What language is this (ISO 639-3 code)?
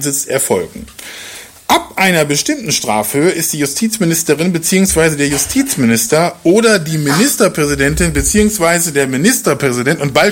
deu